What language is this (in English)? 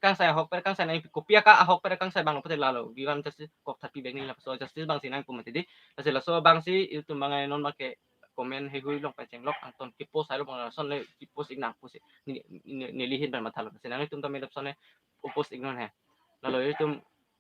Karbi